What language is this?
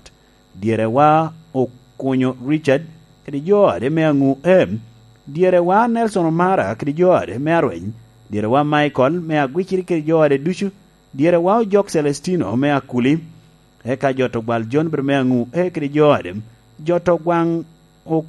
Lango (Uganda)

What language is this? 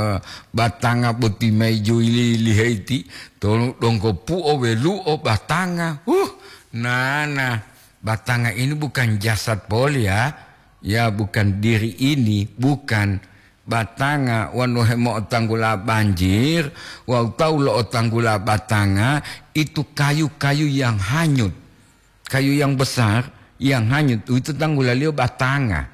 Gorontalo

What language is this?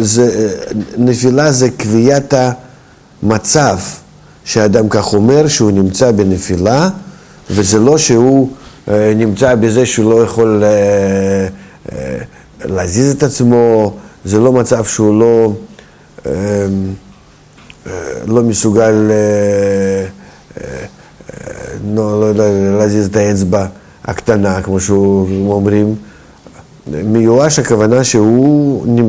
Hebrew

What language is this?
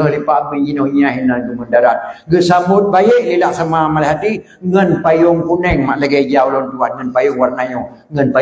Achinese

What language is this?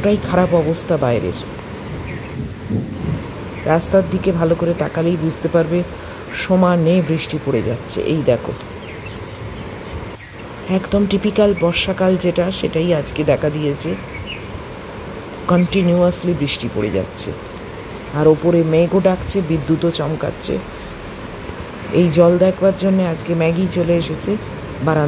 Bangla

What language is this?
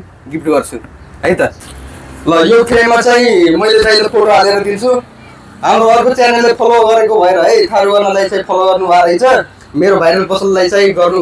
Nepali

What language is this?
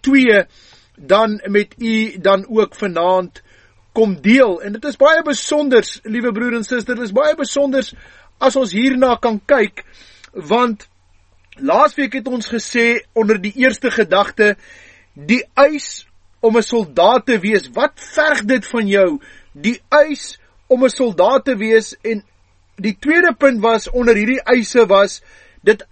Afrikaans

